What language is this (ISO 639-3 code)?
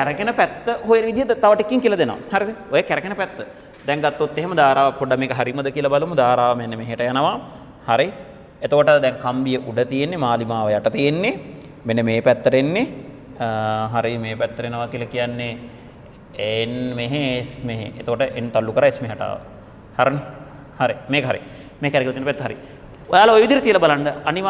sin